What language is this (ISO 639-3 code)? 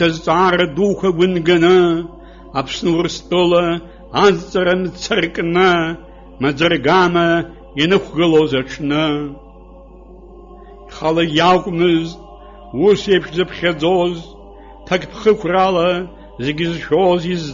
abk